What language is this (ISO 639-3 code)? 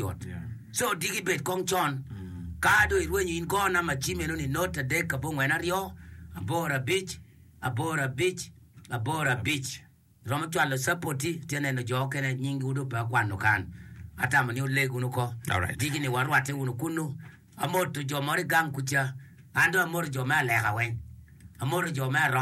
ach